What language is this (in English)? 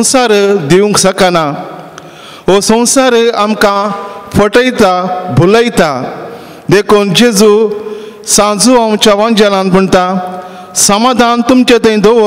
Konkani